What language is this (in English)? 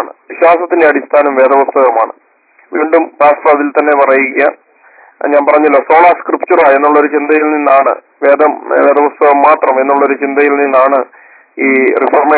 Malayalam